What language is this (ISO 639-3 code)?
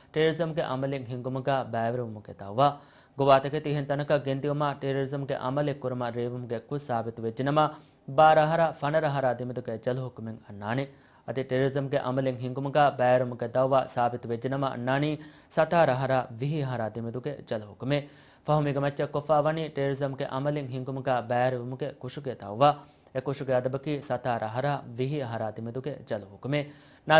div